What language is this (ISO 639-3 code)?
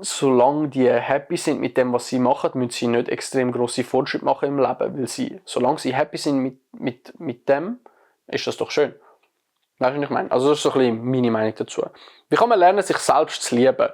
gsw